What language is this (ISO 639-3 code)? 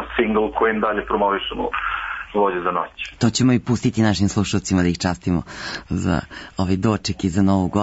srp